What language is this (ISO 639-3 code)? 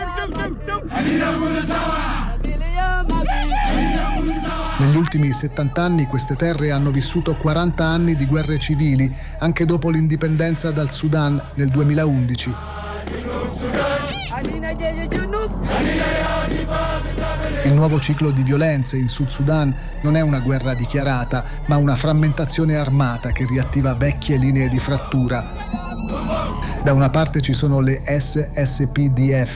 ita